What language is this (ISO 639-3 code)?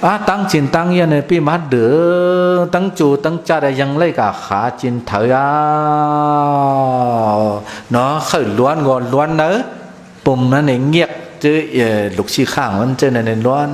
shn